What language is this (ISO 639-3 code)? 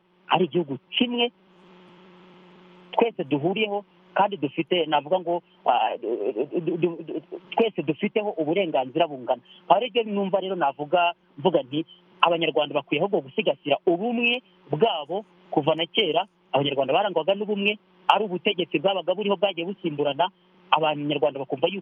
kin